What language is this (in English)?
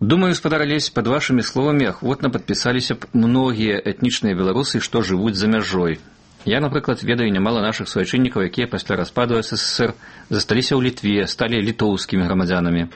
Belarusian